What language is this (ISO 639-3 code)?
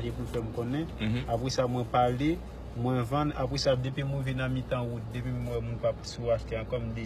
hat